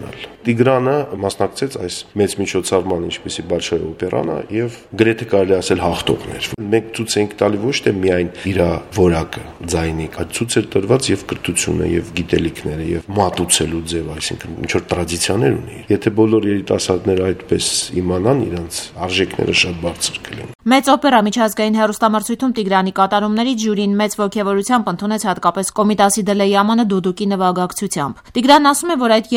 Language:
Armenian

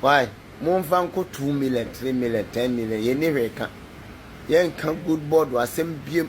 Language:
Akan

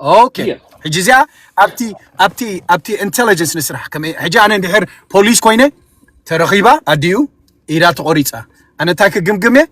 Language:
Tigrinya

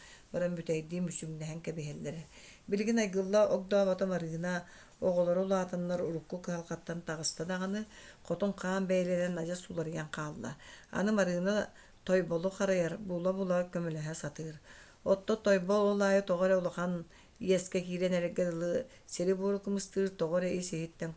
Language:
Yakut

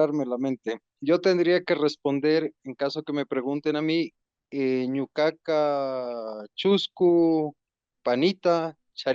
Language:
Imbabura Highland Quichua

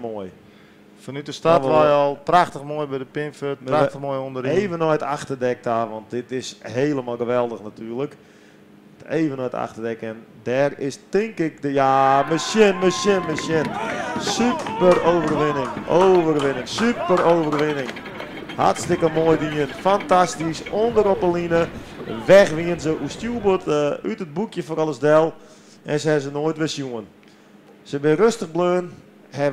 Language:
Western Frisian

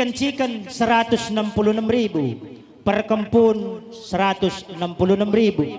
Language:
Batak Karo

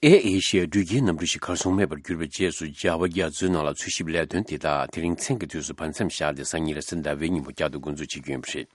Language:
Tibetan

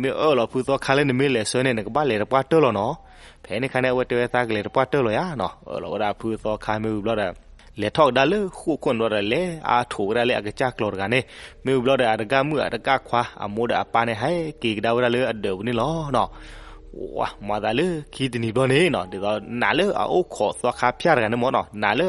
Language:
S'gaw Karen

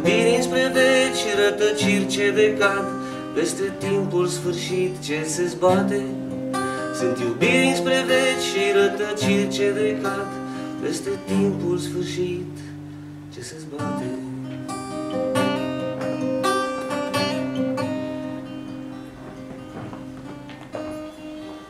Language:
Romanian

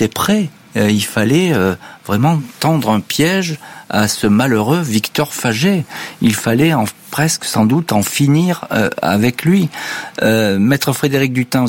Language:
French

